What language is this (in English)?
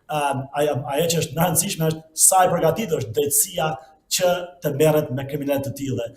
Albanian